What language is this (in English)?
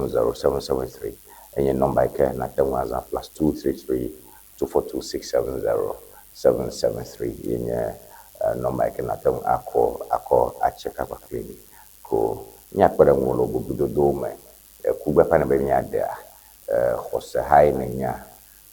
Ewe